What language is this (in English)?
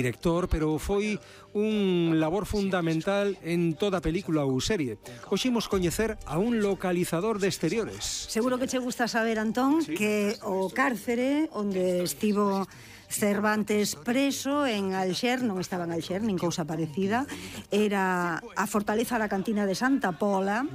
Galician